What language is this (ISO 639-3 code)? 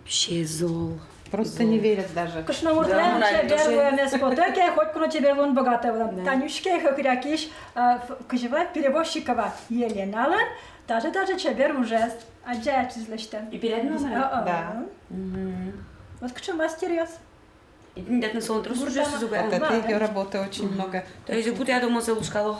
udm